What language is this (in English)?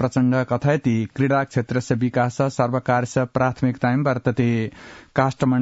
Sanskrit